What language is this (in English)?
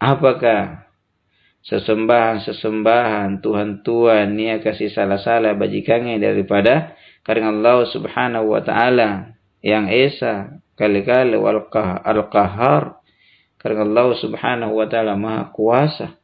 Makasar